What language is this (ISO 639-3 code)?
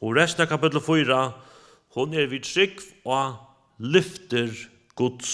fao